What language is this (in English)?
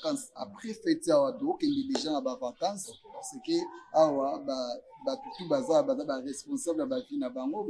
Lingala